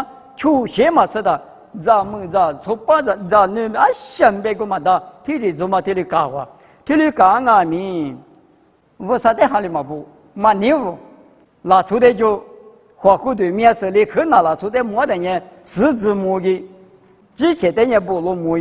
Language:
Lisu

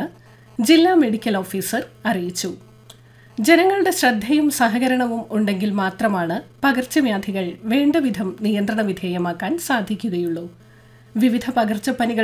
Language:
Malayalam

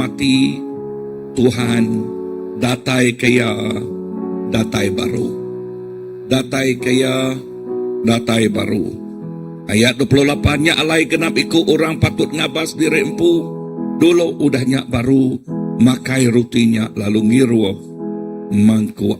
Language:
Iban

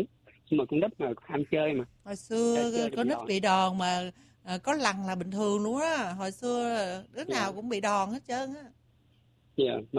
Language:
Vietnamese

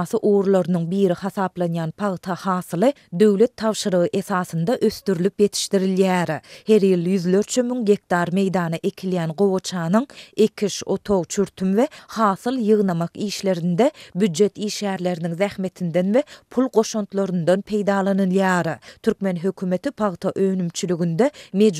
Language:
Turkmen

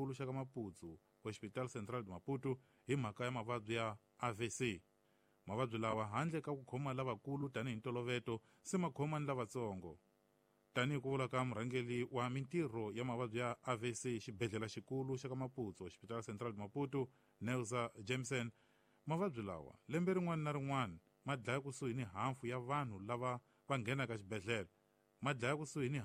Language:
Tsonga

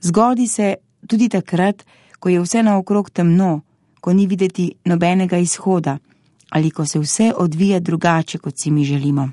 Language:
Slovenian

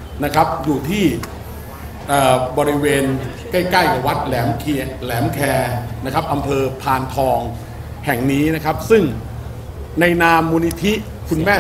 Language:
Thai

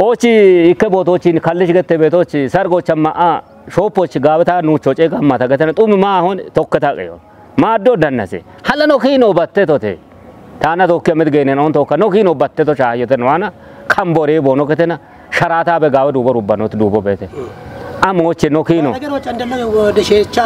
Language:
Kafa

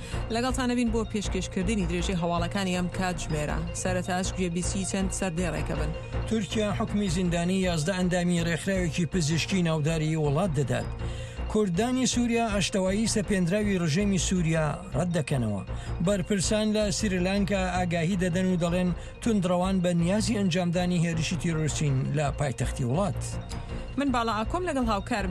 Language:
Central Kurdish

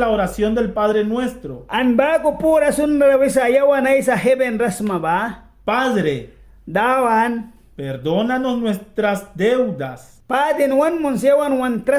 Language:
Mískito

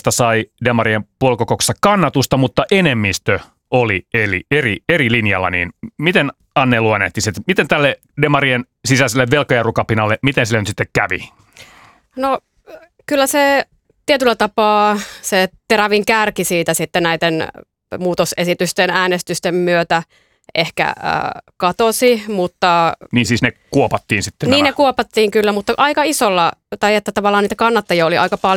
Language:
Finnish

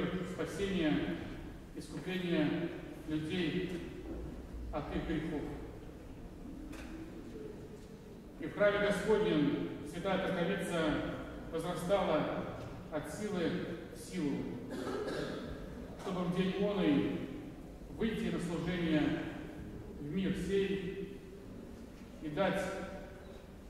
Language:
Russian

